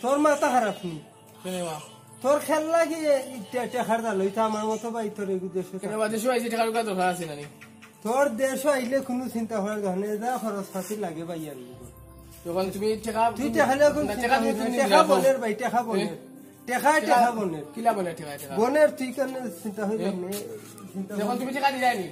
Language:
Sylheti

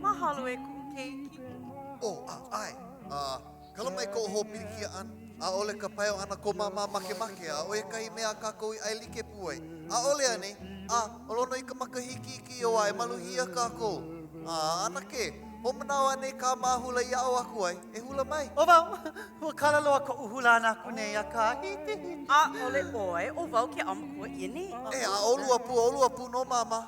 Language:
Hawaiian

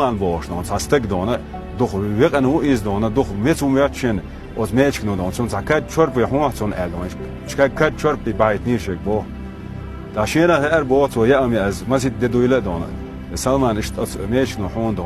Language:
Chechen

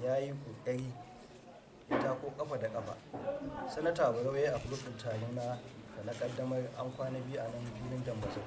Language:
Hausa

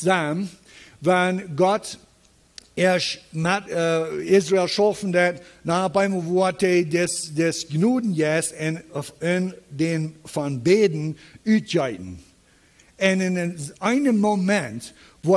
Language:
Plautdietsch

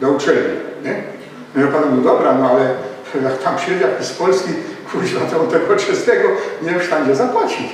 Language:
Silesian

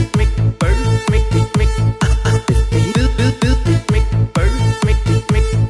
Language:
Danish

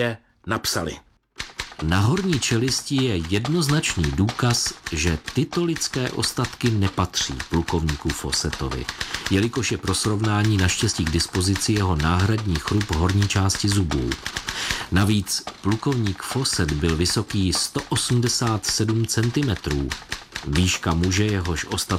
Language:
Czech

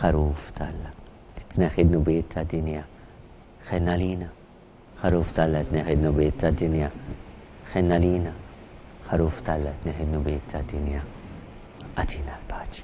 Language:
Maltese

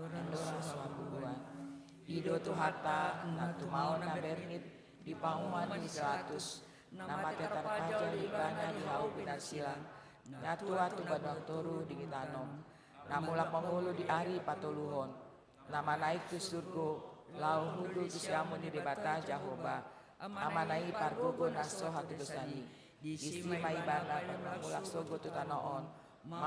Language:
Batak Toba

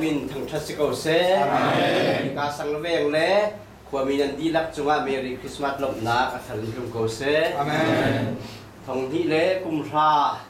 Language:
Hakha Chin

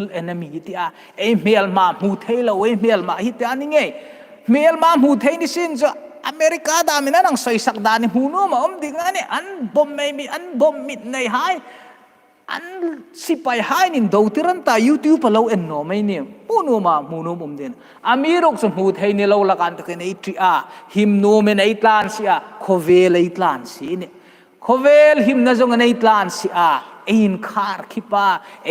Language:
Hmar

